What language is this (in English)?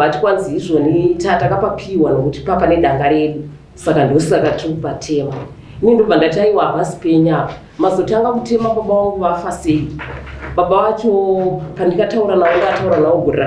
Shona